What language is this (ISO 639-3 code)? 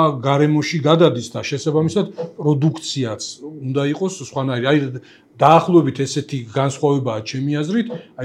kat